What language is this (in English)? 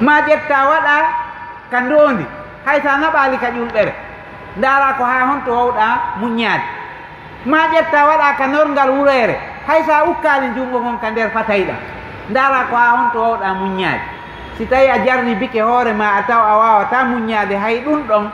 Fula